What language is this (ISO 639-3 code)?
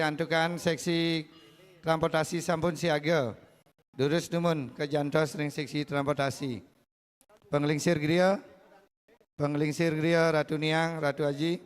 ban